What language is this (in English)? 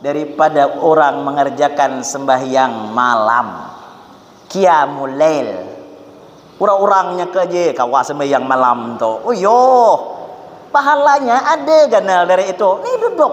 Banjar